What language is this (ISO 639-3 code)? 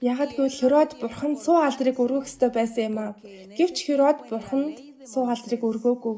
mon